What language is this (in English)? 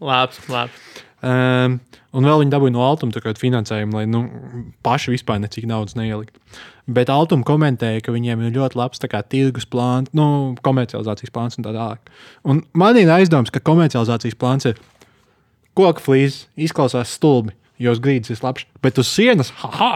Latvian